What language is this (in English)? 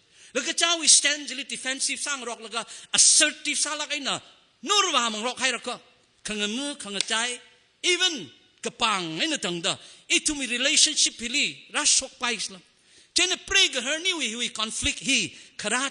Tangkhul Naga (India)